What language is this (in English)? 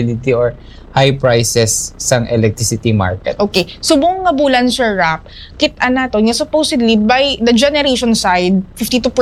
Hiligaynon